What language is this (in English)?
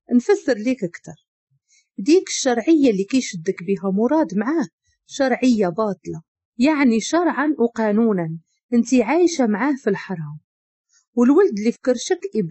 Moroccan Arabic